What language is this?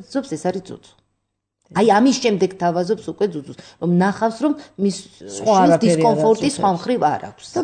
Georgian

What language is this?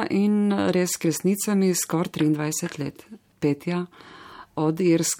Slovenian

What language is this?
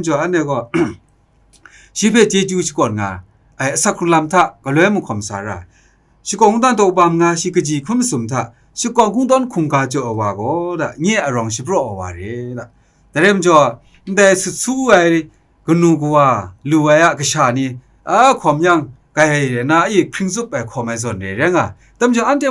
Kachin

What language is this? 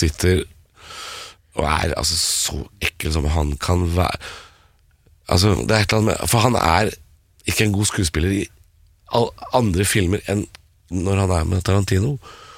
Norwegian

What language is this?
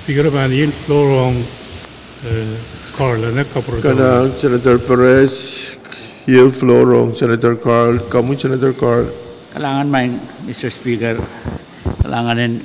Pohnpeian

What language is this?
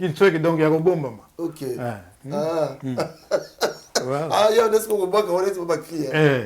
Lingala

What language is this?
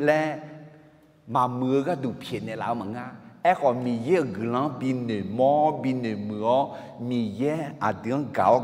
Akha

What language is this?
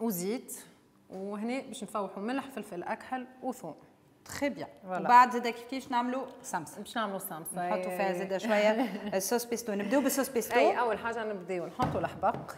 Tunisian Arabic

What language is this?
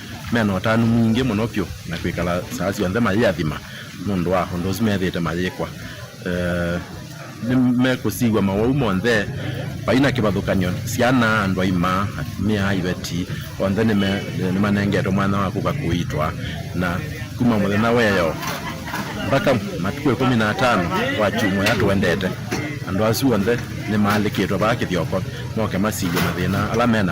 Kamba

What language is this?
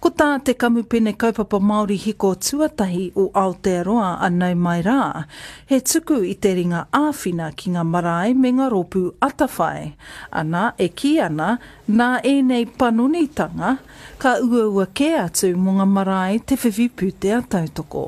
Māori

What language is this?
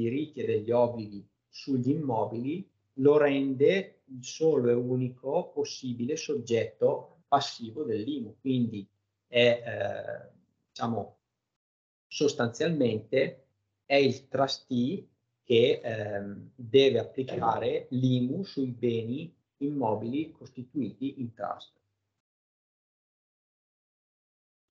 Italian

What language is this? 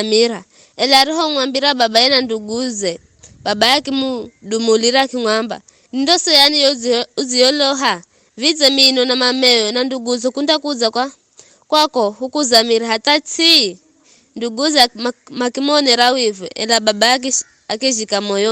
Giryama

